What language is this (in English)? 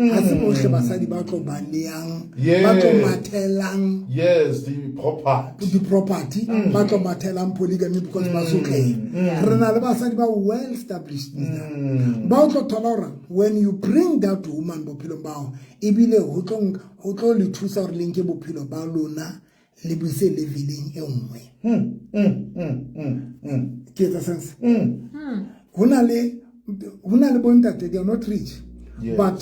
Southern Sotho